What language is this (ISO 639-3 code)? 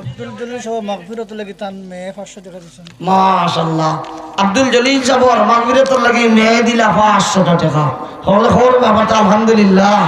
syl